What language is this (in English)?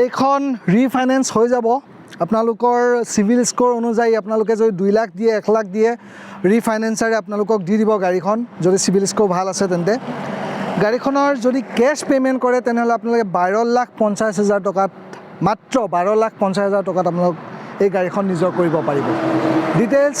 Assamese